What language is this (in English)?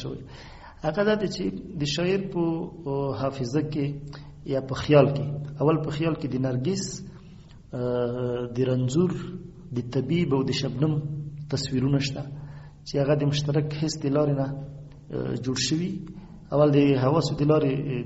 Pashto